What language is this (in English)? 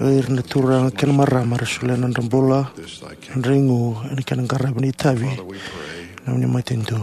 Fijian